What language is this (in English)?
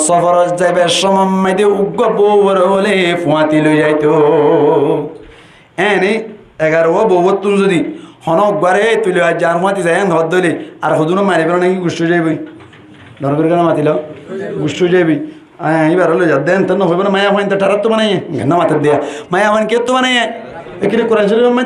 Rohingya